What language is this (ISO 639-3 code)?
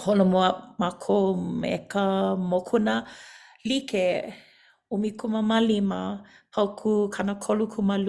haw